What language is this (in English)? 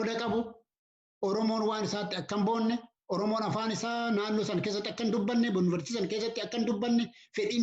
Oromo